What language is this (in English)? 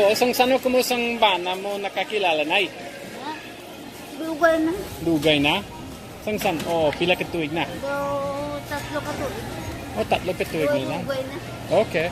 Hiligaynon